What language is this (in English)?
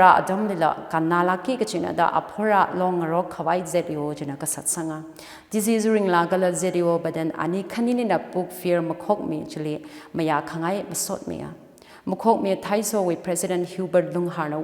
Tangkhul Naga (India)